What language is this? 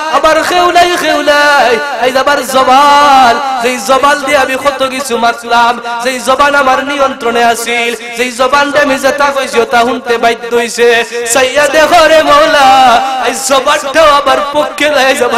Sylheti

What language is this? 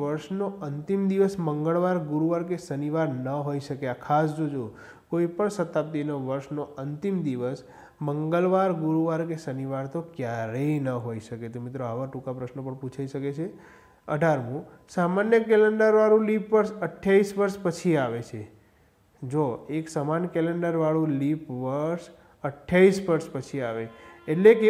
Gujarati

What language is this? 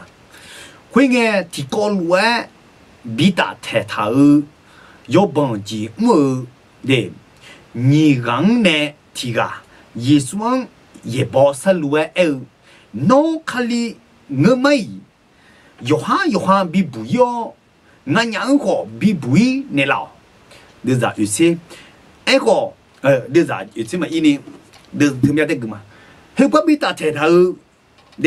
Akha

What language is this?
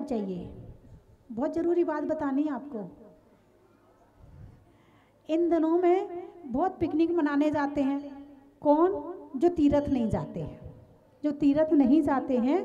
Hindi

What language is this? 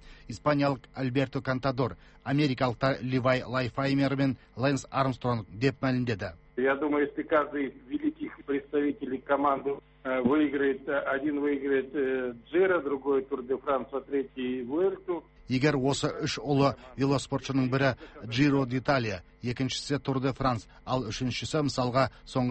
Kazakh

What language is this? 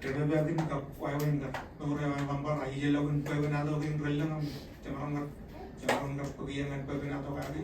Marshallese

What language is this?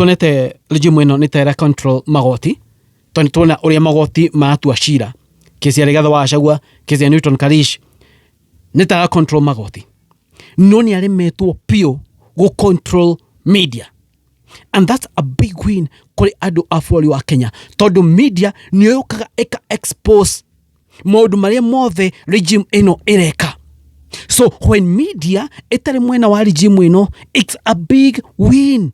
Kikuyu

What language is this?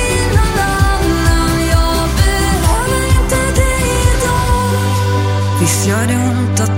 Swedish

